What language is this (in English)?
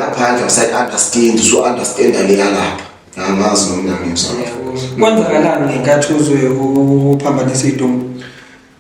Zulu